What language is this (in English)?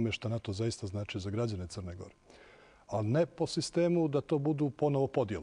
Bosnian